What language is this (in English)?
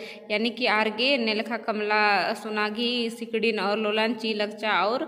Kurukh